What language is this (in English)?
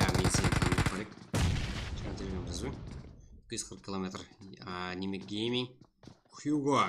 Kara-Kalpak